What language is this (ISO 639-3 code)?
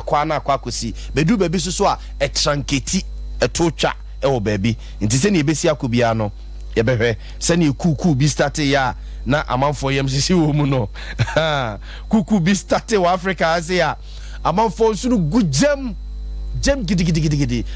aka